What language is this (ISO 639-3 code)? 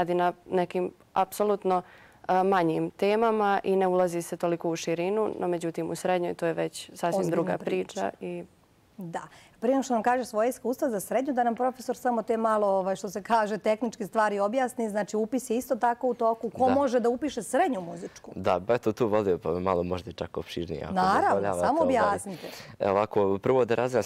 bos